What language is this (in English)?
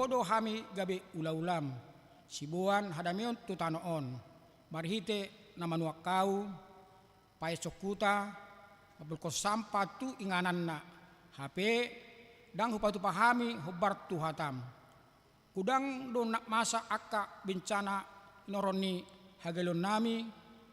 Batak Toba